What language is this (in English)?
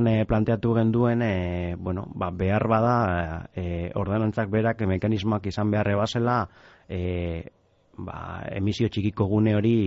Basque